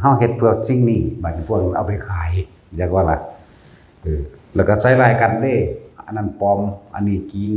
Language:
Northeastern Thai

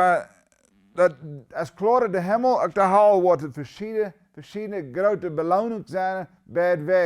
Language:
Plautdietsch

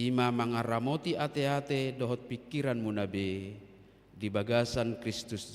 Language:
Batak Toba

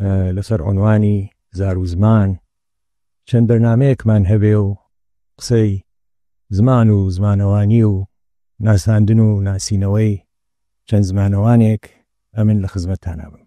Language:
Central Kurdish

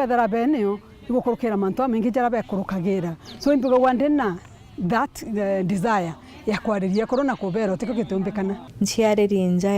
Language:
Meru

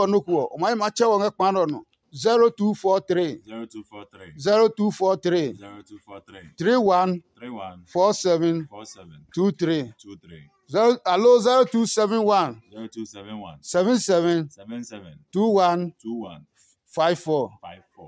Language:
Adangme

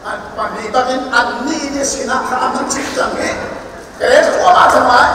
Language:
Hakha Chin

